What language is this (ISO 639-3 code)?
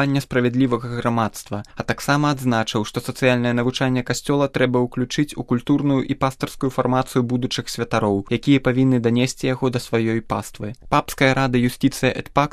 bel